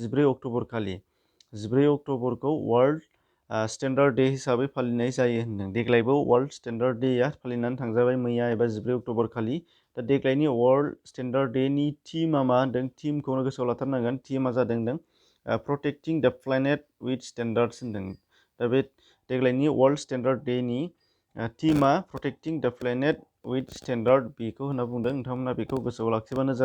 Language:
Bodo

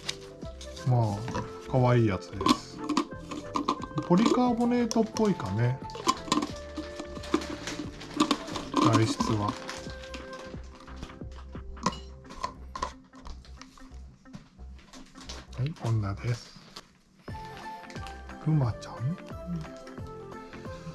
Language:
Japanese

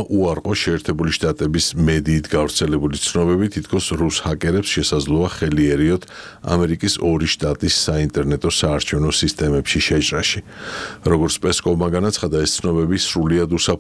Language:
Georgian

